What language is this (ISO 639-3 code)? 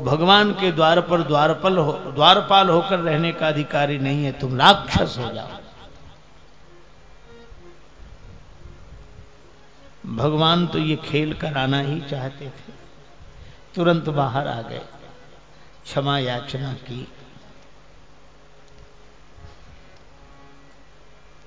hin